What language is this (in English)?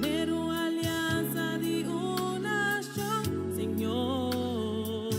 Papiamento